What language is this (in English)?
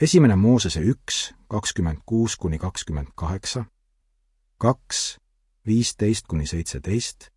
Estonian